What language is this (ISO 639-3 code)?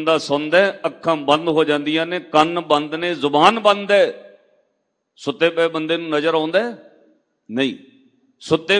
pan